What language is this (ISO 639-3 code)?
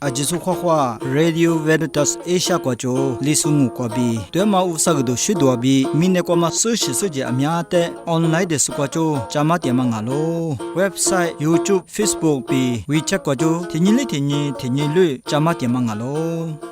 lis